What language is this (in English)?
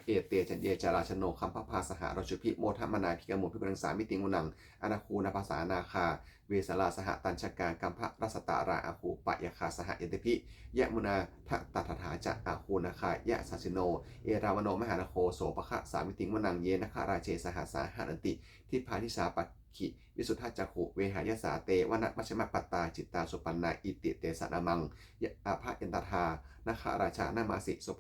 Pali